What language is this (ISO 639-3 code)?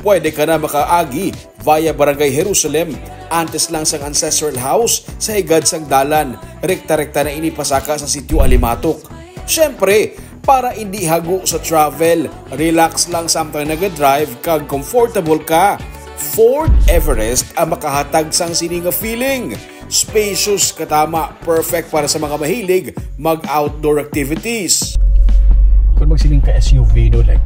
hil